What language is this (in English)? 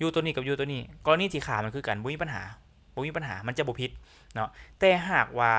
Lao